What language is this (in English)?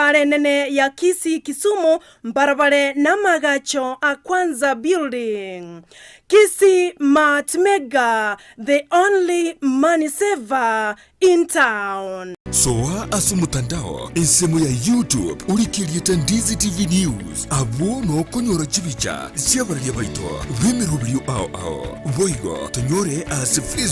Gusii